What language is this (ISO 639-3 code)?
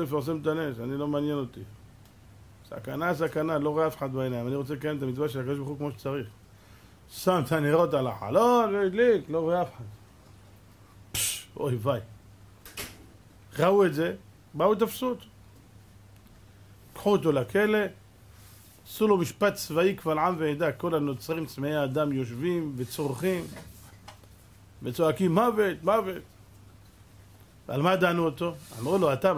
heb